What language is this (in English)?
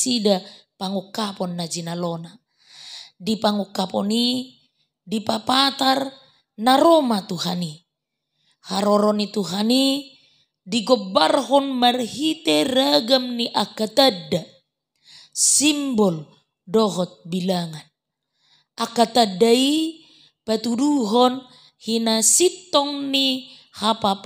Batak Toba